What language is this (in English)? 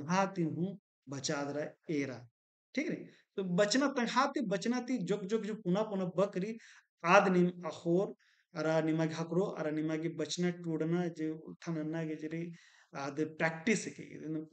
Kurukh